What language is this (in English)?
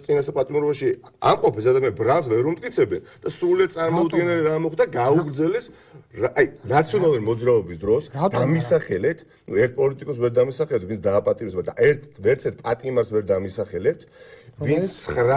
Georgian